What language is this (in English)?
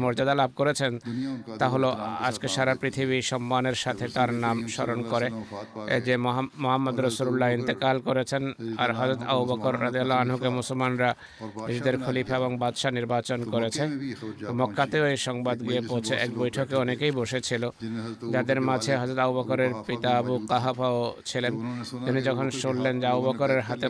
Bangla